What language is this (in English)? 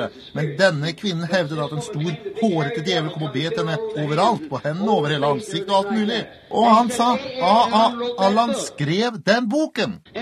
Norwegian